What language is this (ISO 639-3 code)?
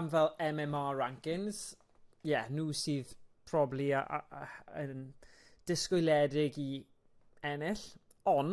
cym